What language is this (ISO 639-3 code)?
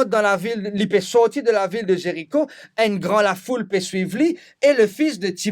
mfe